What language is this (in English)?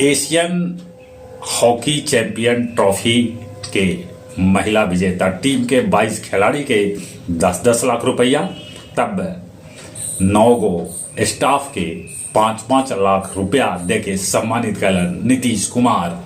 Magahi